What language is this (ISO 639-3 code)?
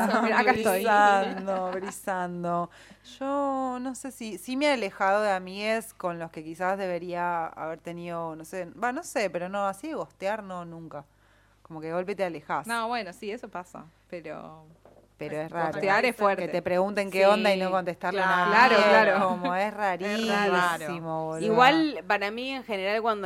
spa